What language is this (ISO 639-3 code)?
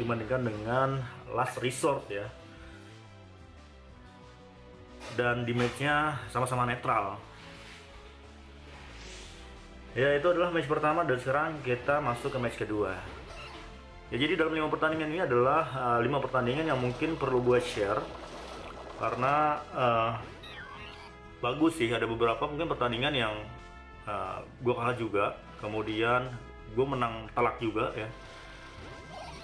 ind